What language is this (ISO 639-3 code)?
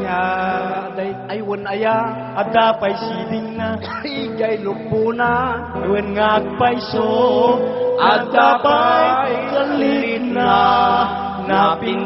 ilo